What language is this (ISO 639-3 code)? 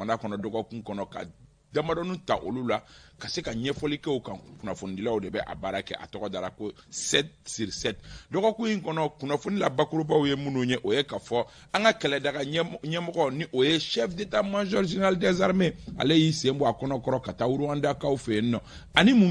bam